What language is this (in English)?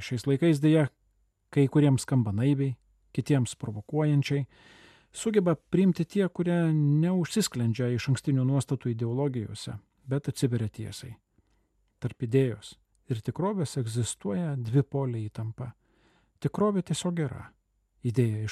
Lithuanian